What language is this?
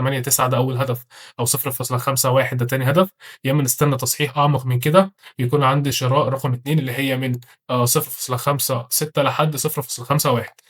Egyptian Arabic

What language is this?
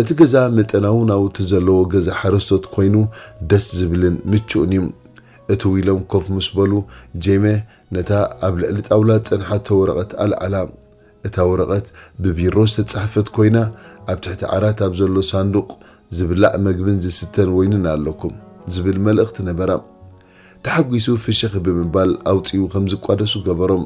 Tigrinya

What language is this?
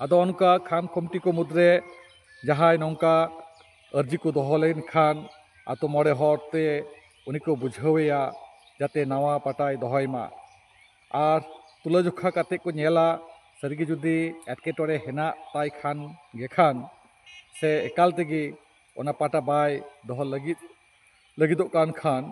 Santali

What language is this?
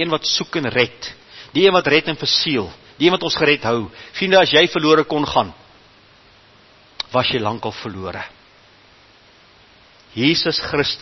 Afrikaans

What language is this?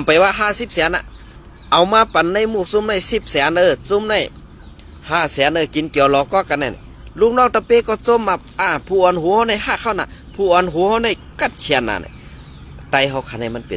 Shan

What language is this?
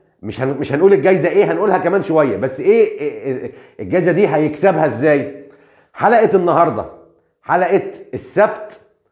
Egyptian Arabic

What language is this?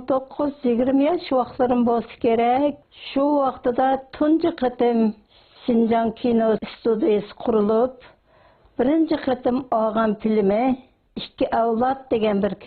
Uyghur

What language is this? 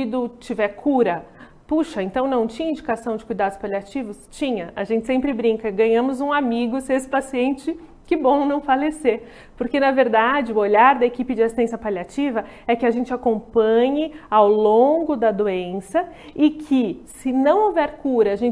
Portuguese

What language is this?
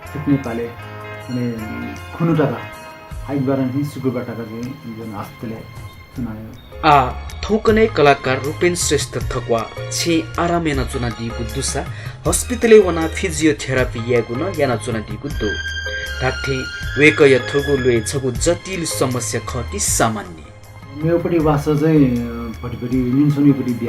Newari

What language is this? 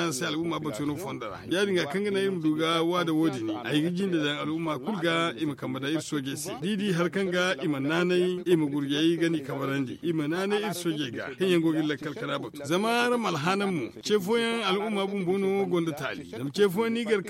Zarma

